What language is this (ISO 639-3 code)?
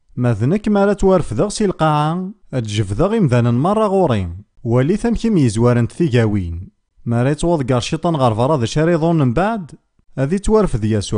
kab